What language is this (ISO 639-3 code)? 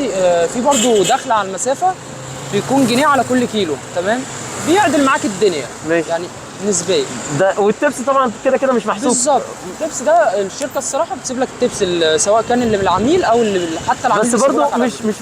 arz